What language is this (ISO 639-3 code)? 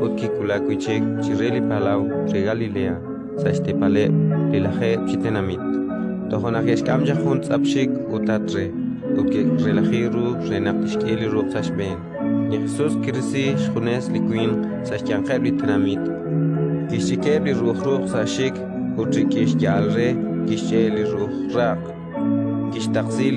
kek